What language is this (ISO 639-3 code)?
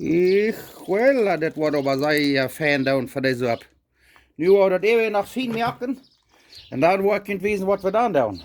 pdt